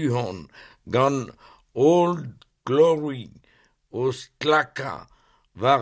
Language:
Breton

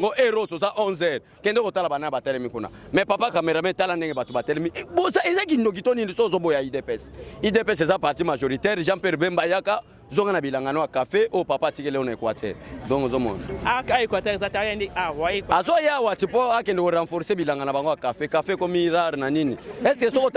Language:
Lingala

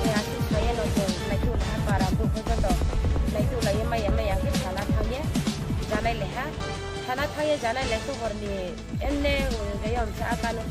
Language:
Riang (India)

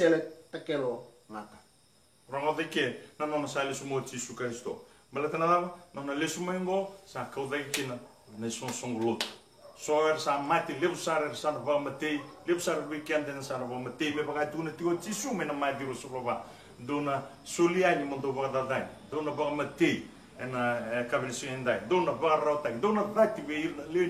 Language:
Fijian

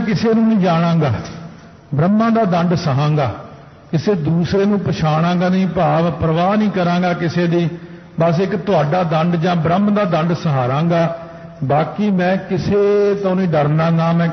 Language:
Punjabi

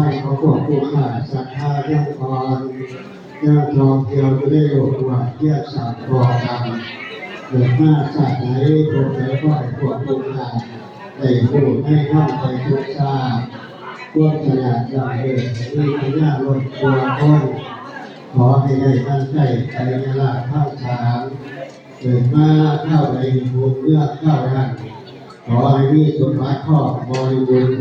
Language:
Northeastern Thai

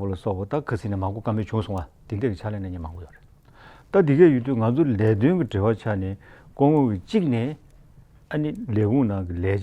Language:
Tibetan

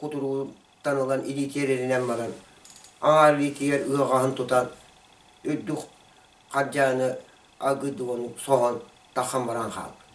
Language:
Yakut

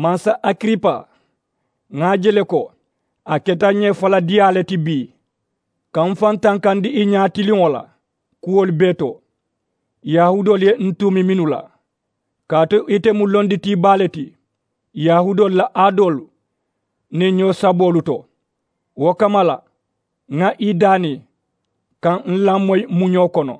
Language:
Mandingo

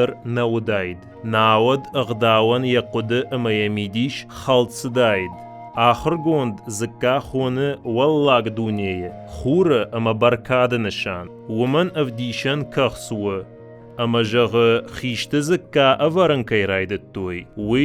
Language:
Ossetic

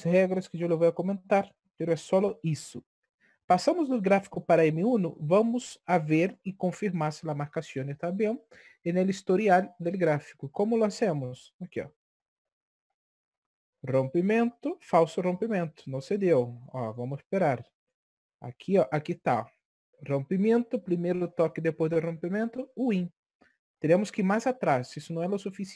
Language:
Portuguese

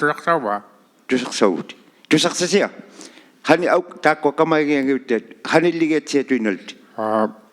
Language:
Inuktitut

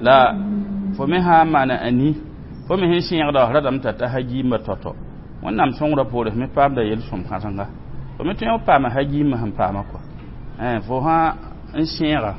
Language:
Mossi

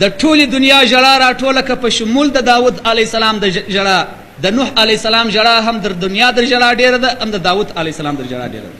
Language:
Pashto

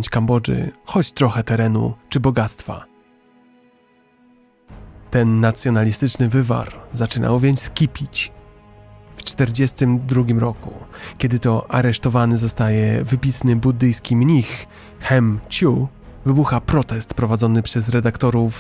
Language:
Polish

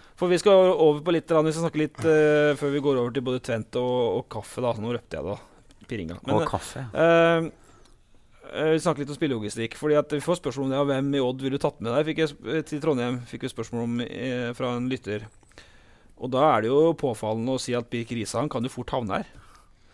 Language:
Norwegian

